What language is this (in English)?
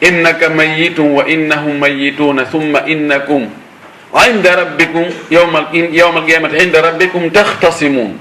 Fula